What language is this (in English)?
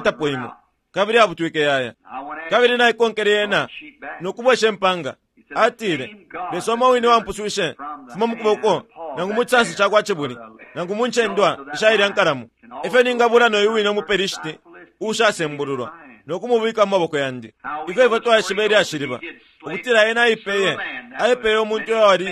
Bemba